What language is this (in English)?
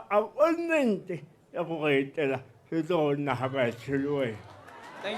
Tswana